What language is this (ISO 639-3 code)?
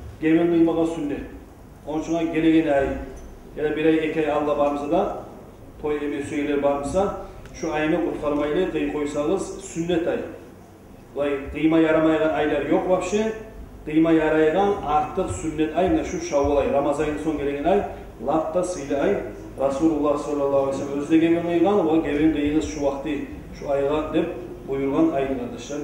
kum